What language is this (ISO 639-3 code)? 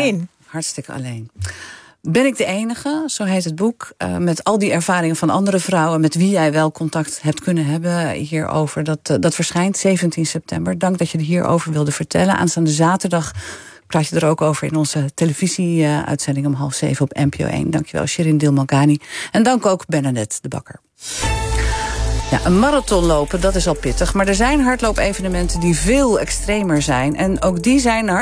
nld